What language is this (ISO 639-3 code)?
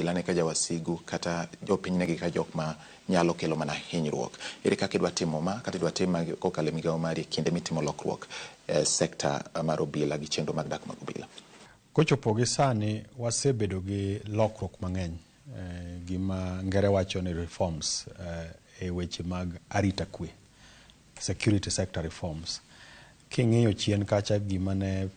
luo